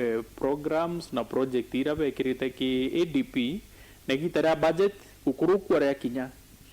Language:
Meru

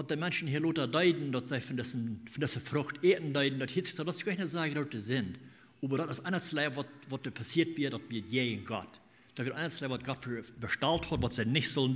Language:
Plautdietsch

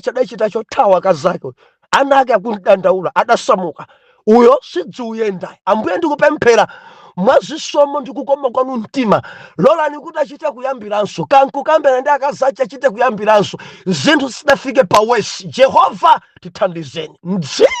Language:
Nyanja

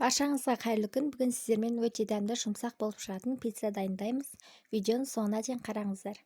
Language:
Kazakh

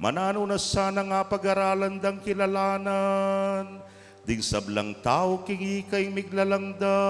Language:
Pampanga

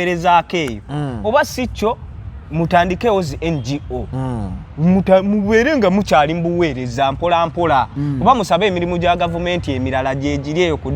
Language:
Ganda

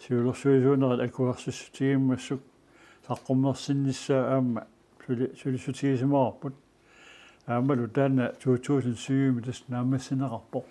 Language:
Kalaallisut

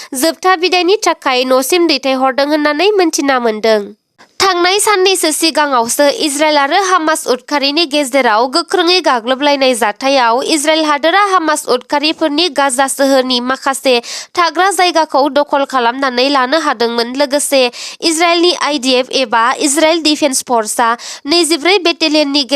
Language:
Bodo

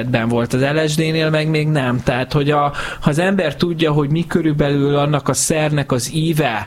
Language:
Hungarian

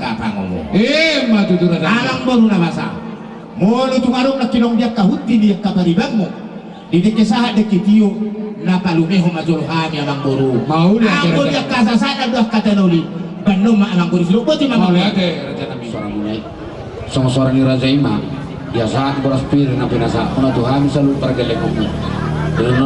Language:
Batak Toba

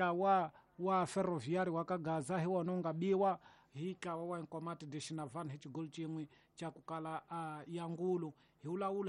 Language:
Tsonga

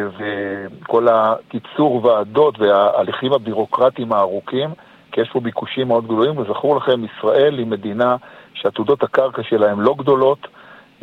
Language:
Hebrew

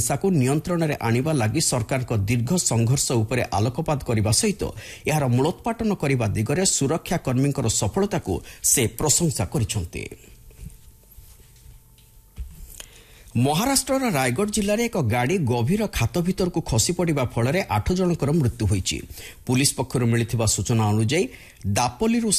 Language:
Odia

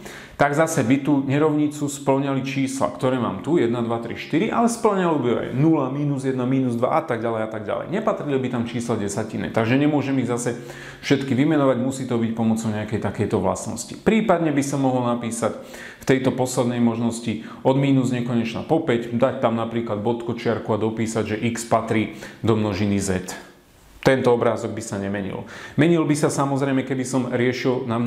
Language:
Slovak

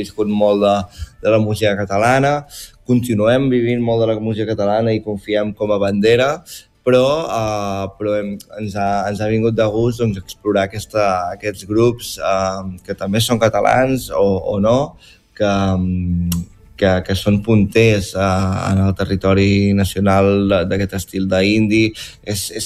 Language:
Catalan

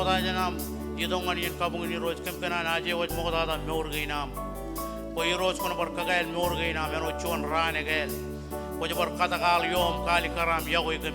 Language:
Marshallese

